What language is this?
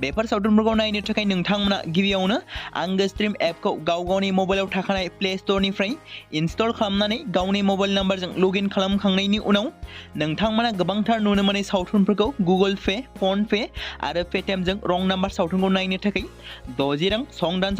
Bodo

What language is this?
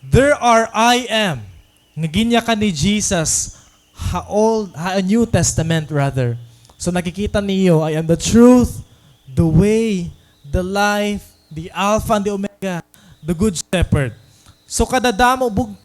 Waray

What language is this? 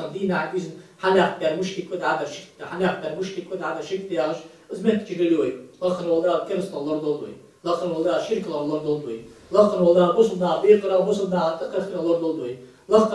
Ingush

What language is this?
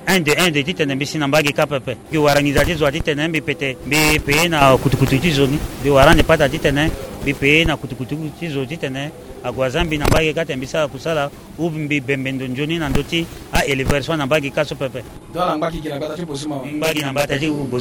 Sango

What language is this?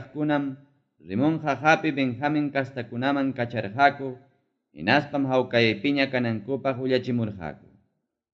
Ayacucho Quechua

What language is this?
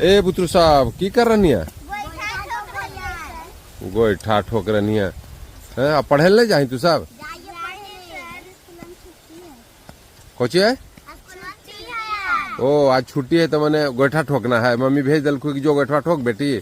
Magahi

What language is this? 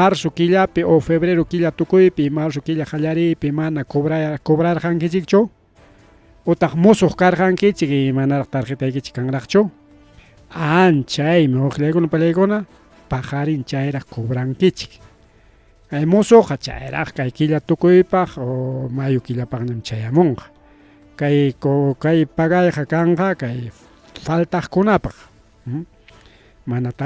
Ayacucho Quechua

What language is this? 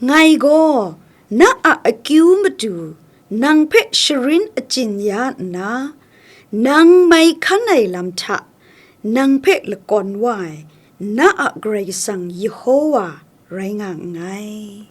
Kachin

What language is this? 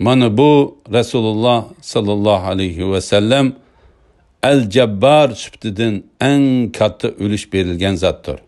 Uyghur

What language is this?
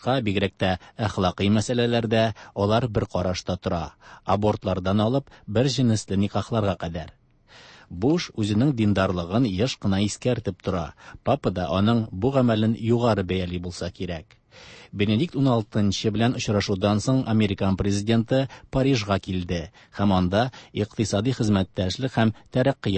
Tatar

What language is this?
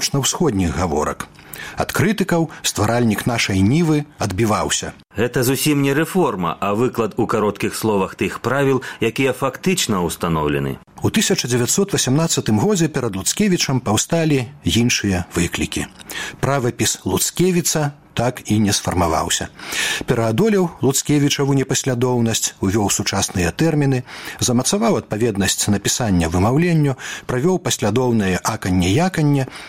Belarusian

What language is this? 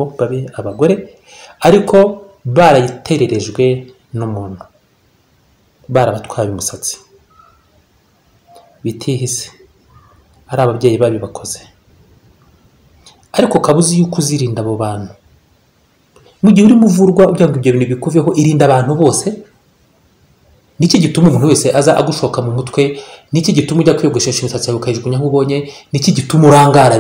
Kinyarwanda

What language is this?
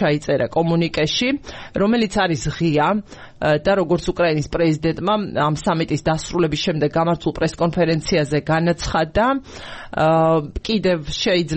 Georgian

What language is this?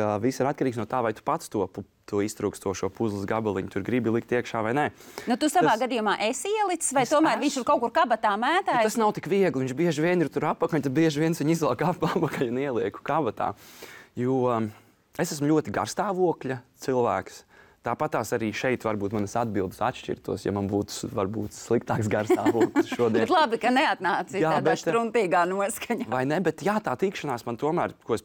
Latvian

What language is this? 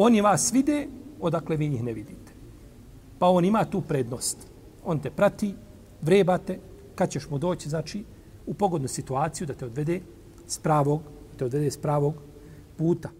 Bosnian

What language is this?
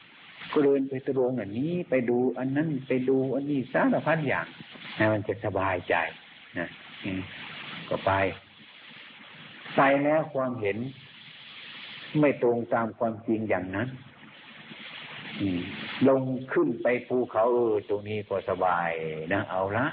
Thai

